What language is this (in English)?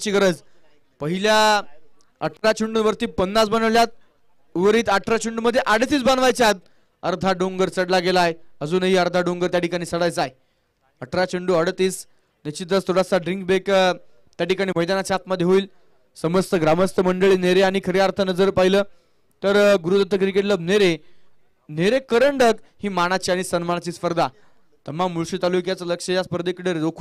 Marathi